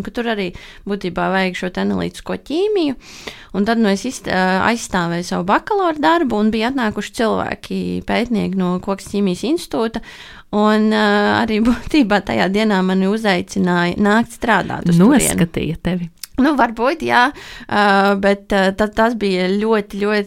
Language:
Latvian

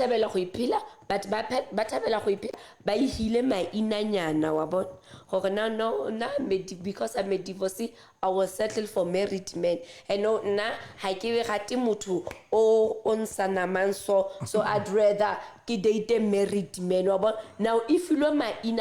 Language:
Southern Sotho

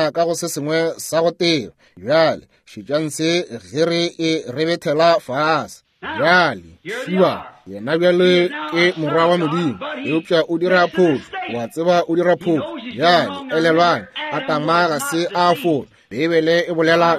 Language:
Northern Sotho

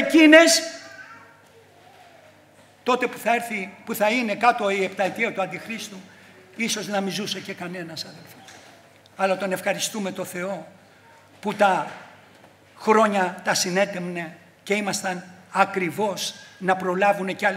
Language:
Greek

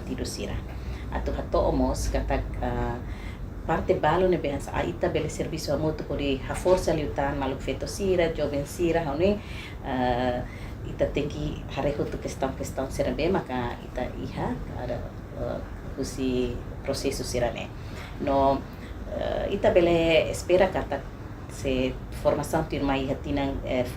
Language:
Tetum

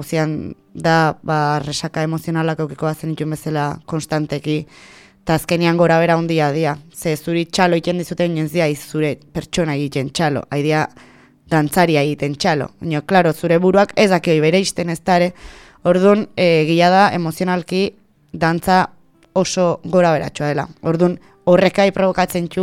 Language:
Basque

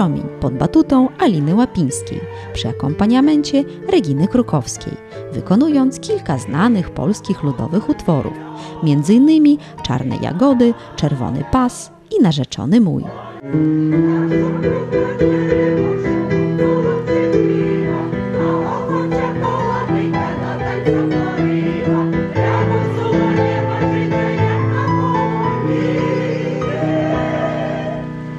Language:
Polish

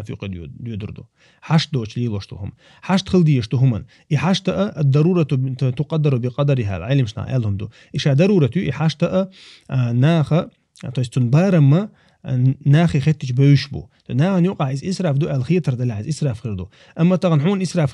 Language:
Chechen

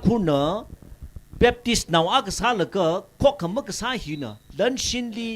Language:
Tangkhul Naga (India)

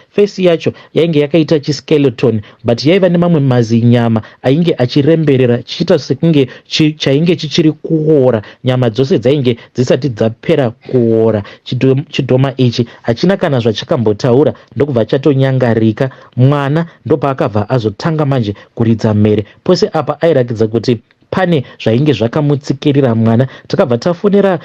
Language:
Shona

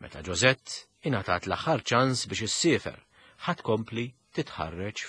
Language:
Maltese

